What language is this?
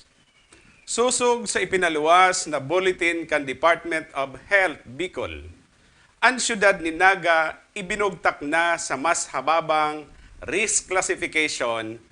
Bikol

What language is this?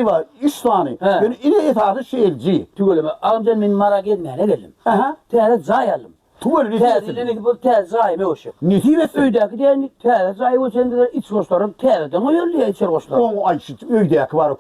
Turkmen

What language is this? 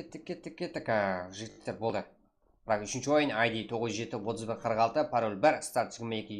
Kara-Kalpak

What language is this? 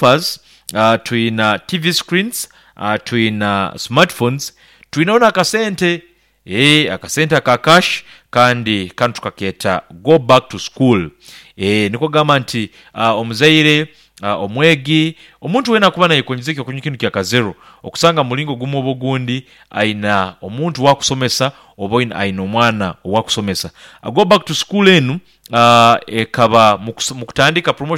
Nyankole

